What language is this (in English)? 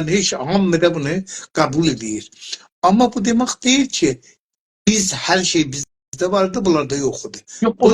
South Azerbaijani